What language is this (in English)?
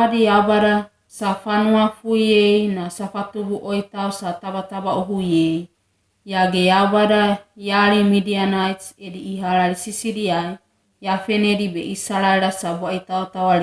Wagawaga